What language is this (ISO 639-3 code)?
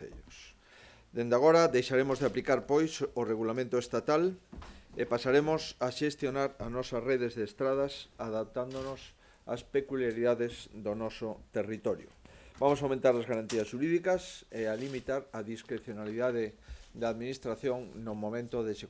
glg